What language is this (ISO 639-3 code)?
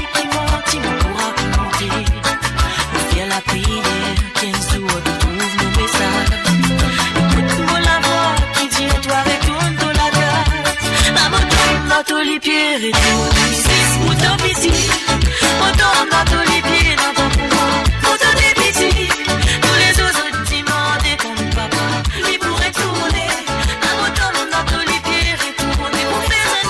mfe